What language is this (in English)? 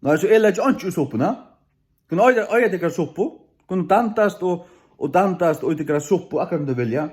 Faroese